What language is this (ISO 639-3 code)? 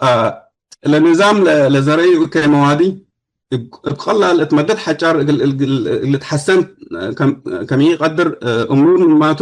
tig